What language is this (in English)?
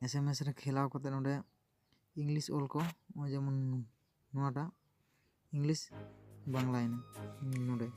Santali